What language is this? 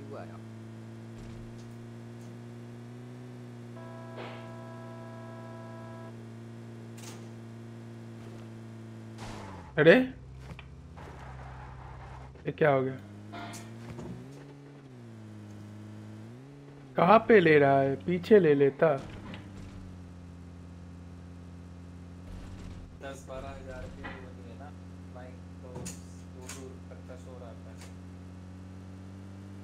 Hindi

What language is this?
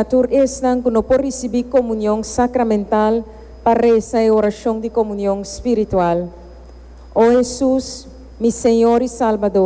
Papiamento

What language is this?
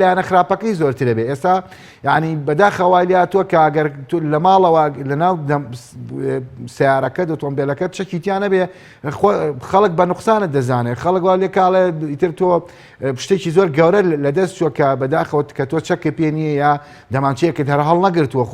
Central Kurdish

